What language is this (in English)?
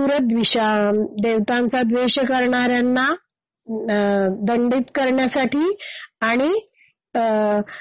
Marathi